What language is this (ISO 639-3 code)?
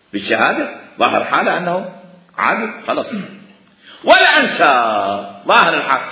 acm